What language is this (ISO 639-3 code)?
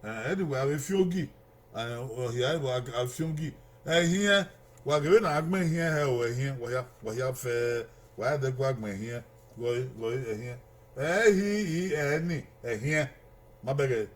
bin